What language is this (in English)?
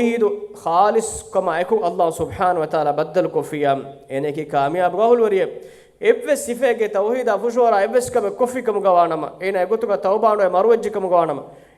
Divehi